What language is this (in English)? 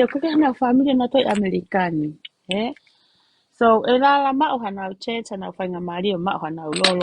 Tongan